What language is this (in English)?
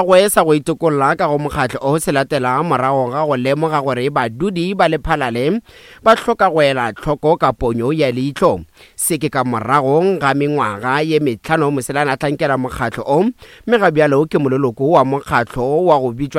Northern Sotho